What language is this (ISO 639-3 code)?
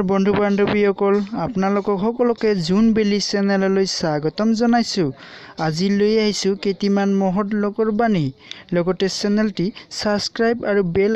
asm